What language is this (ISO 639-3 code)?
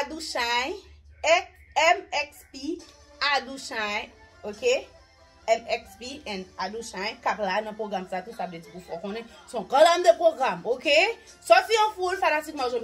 hat